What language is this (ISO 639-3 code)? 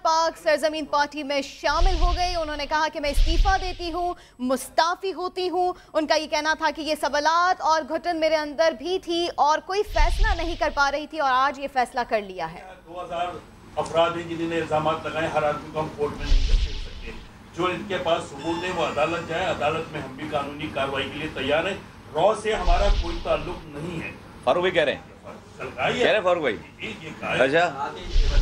urd